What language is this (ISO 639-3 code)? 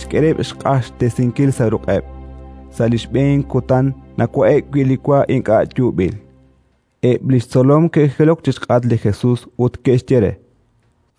kek